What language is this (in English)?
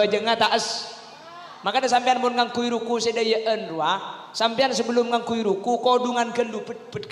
Madurese